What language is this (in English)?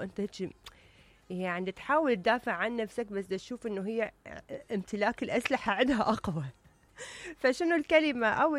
Mesopotamian Arabic